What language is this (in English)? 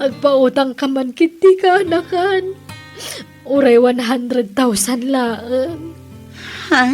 Iloko